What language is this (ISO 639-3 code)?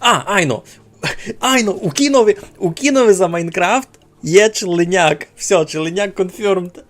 rue